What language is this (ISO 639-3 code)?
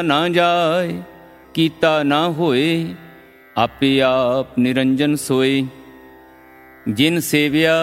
pan